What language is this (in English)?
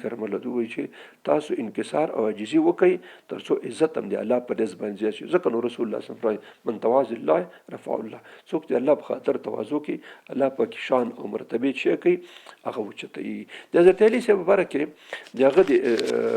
Pashto